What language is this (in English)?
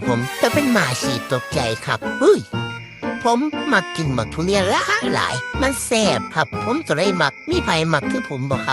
Northeastern Thai